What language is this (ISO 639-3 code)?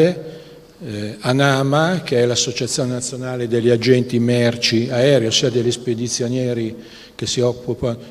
ita